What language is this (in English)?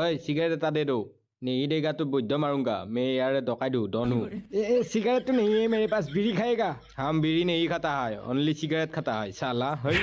Assamese